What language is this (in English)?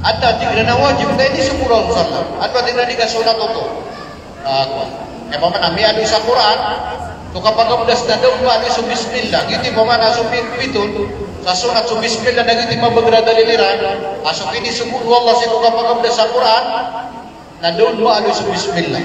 Maranao